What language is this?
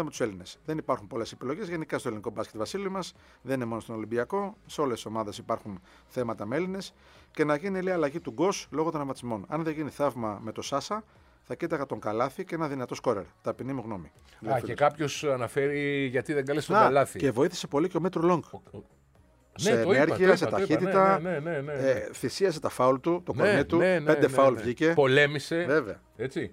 Greek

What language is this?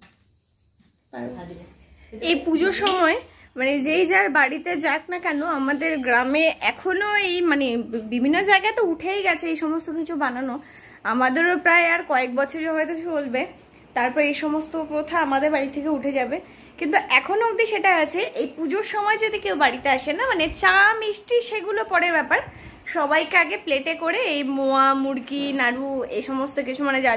Bangla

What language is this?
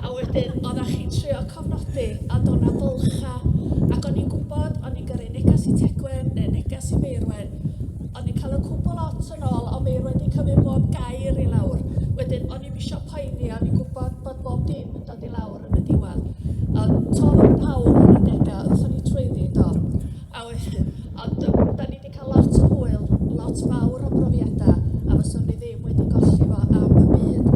Welsh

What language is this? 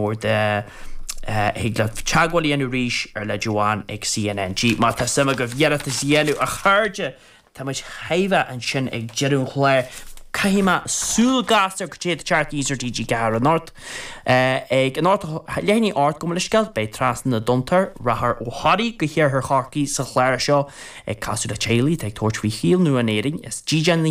Irish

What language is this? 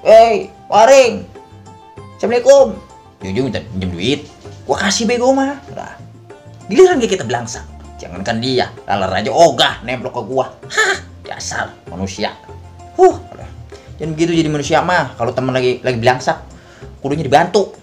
Betawi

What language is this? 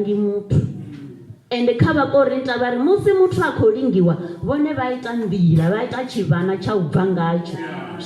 Venda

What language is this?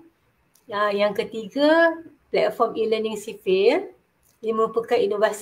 Malay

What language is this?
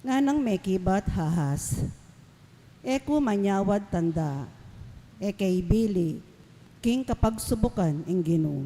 Pampanga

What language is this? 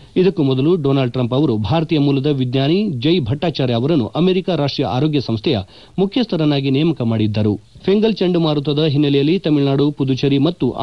Kannada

